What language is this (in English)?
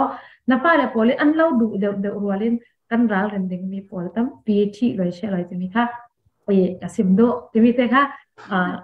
Falam Chin